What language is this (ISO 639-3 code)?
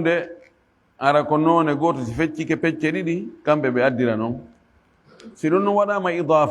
ful